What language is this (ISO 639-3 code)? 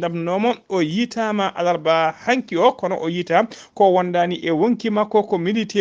ful